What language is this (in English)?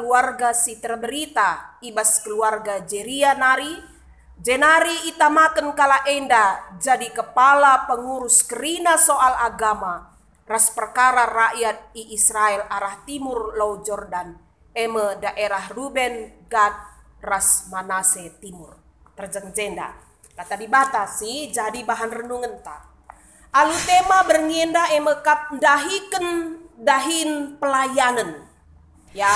Batak Karo